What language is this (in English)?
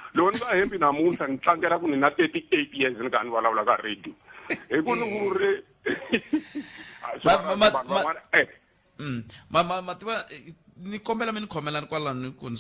Tsonga